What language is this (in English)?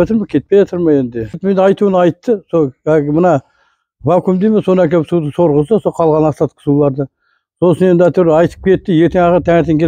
Kazakh